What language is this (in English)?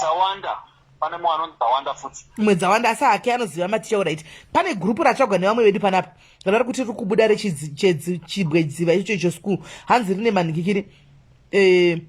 Shona